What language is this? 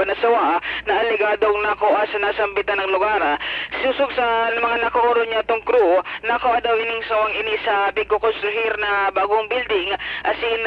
Bikol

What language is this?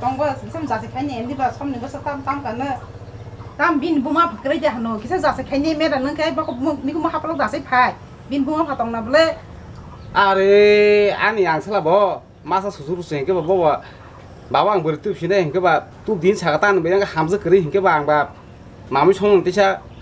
Kok Borok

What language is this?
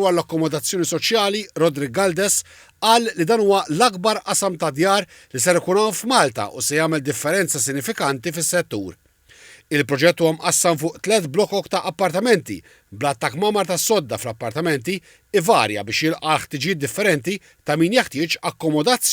Maltese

